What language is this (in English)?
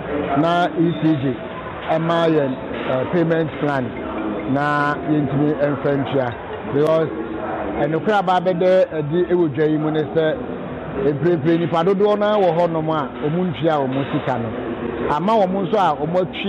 Akan